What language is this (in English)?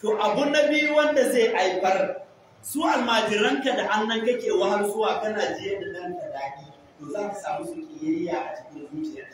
Hausa